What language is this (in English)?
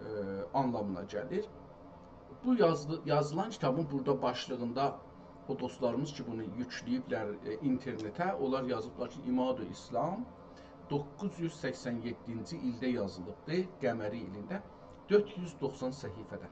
South Azerbaijani